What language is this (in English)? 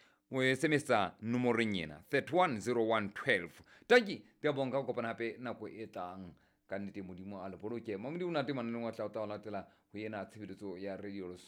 Southern Sotho